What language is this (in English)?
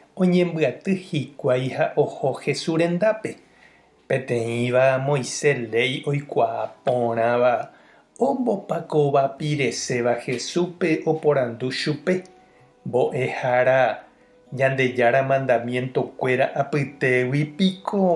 Guarani